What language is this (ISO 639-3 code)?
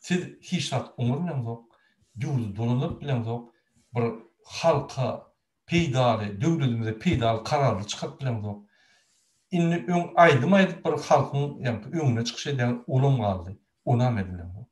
tuk